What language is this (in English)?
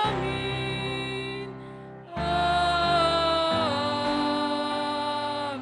Batak Karo